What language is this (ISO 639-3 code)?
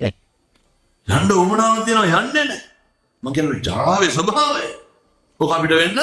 sin